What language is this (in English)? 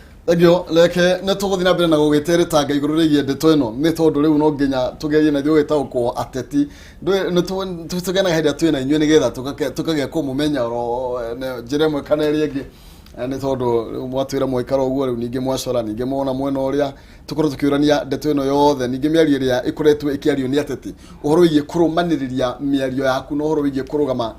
Kikuyu